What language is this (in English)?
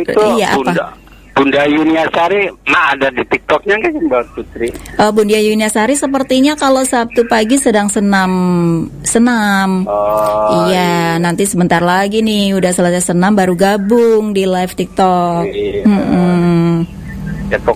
Indonesian